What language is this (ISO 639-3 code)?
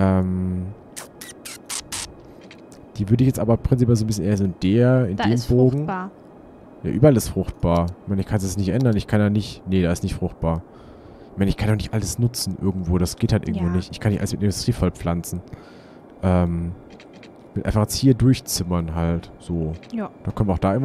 deu